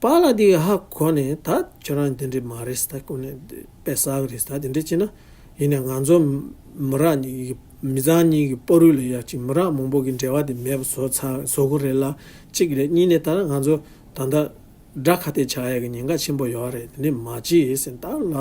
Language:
Tibetan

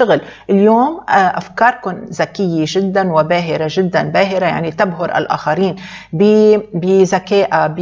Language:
Arabic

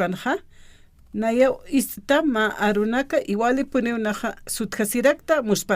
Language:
Aymara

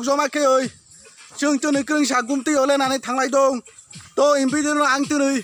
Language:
Kok Borok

